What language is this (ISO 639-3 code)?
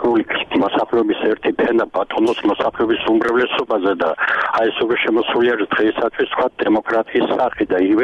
kat